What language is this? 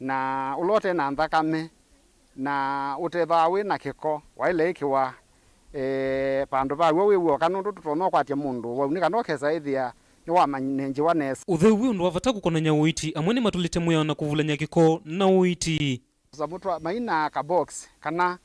Kamba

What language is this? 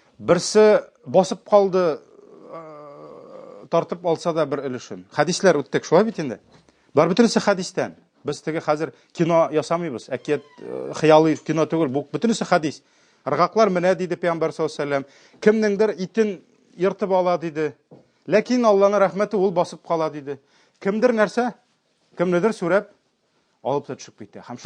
Tatar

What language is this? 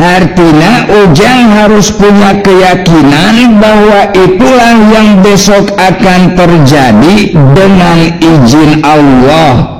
Sundanese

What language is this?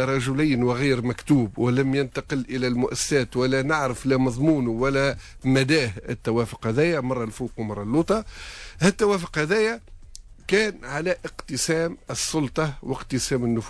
Tunisian Arabic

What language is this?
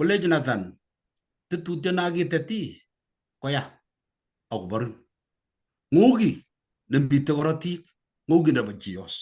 Kalenjin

